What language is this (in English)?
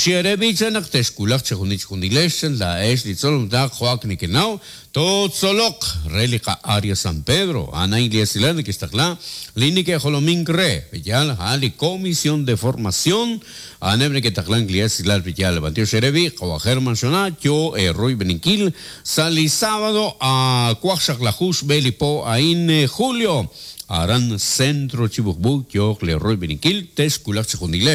Kekchí